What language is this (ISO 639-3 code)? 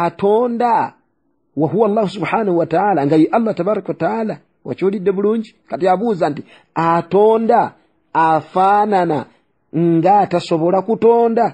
lug